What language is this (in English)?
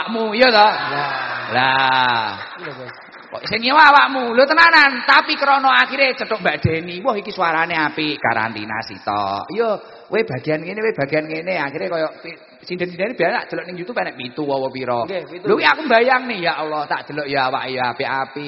Javanese